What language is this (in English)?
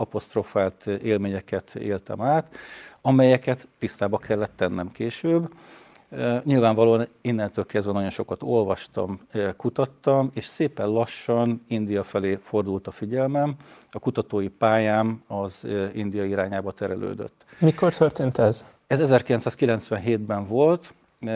Hungarian